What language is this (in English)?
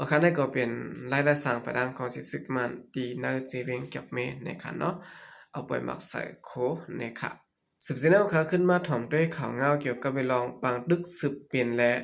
Shan